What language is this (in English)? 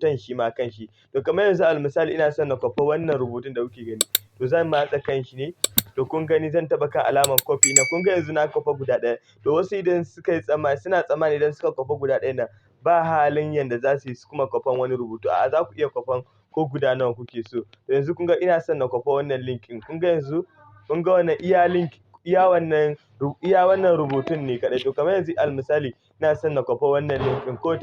Hausa